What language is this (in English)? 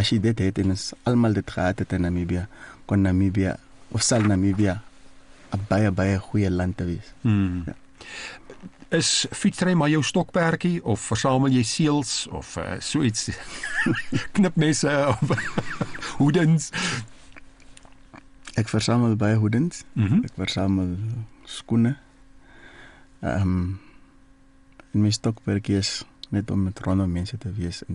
Afrikaans